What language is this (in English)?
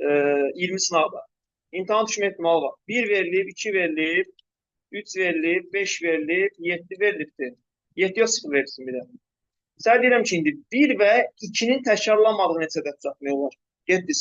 Azerbaijani